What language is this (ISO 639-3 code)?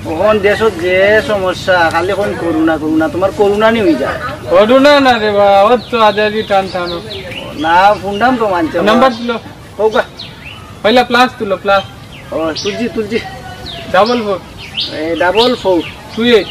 syl